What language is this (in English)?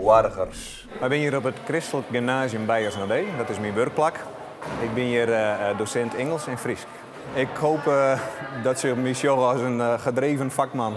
Western Frisian